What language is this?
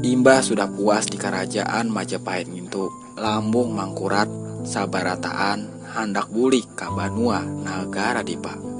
Banjar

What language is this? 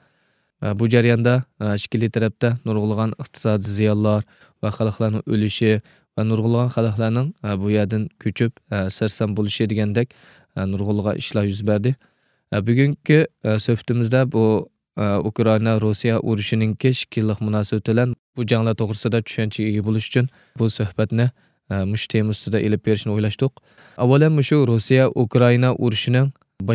Uyghur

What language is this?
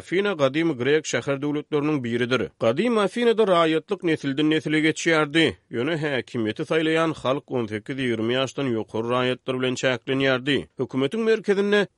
Turkmen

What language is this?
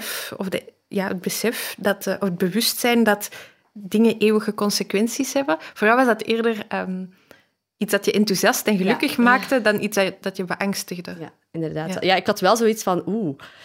Dutch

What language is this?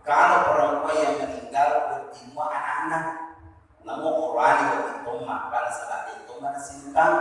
Buginese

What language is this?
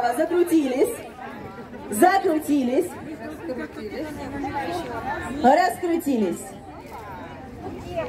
Russian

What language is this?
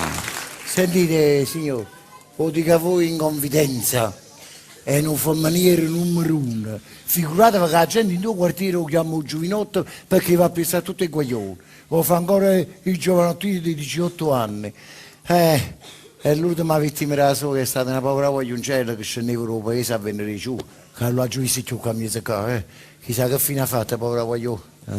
Neapolitan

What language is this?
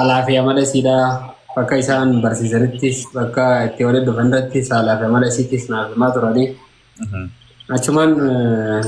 Oromo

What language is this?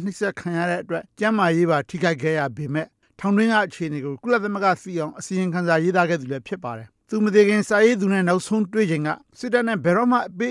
Burmese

